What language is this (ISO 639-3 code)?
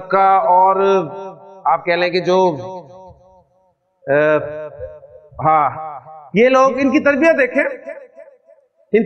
urd